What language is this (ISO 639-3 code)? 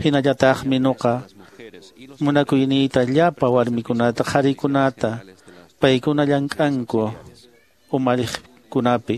que